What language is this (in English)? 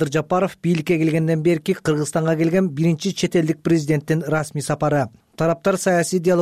Kyrgyz